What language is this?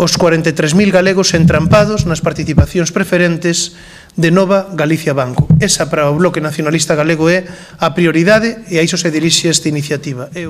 Galician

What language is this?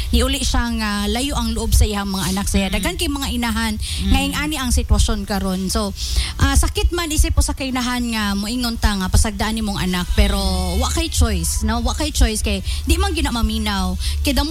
Cebuano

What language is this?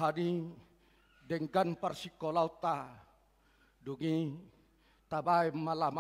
Batak Toba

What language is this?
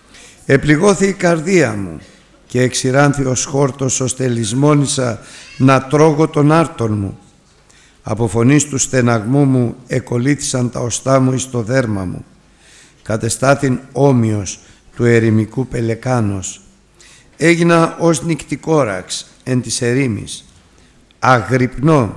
Greek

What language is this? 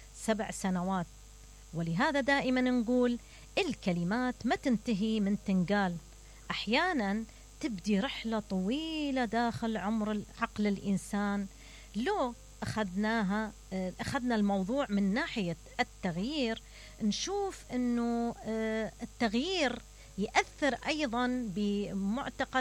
Mesopotamian Arabic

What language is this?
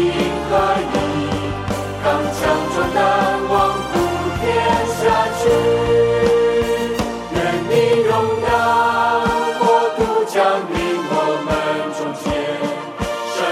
Chinese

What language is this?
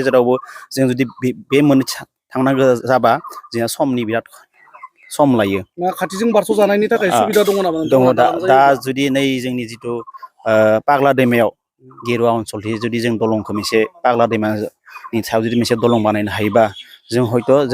Bodo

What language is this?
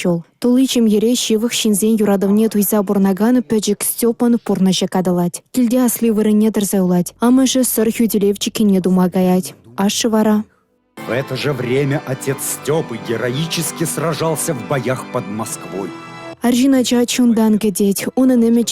Chuvash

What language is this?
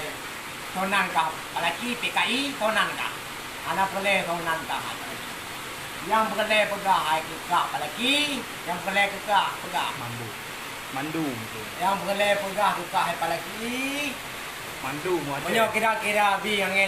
Achinese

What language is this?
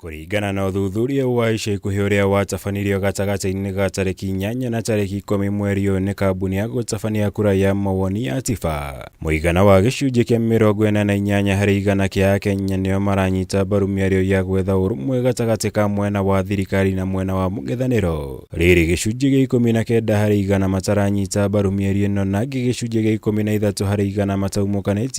Kikuyu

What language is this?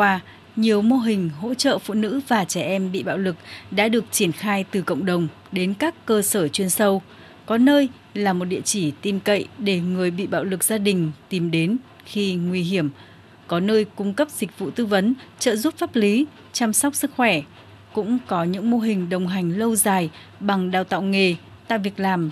Vietnamese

